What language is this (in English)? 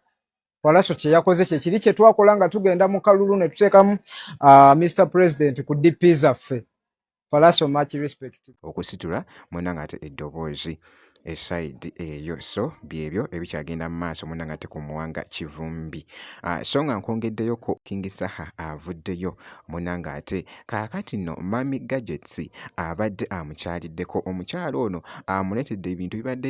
Ganda